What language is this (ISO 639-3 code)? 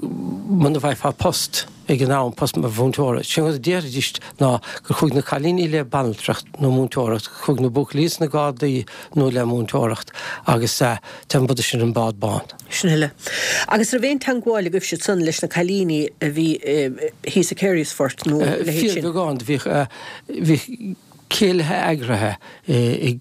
gle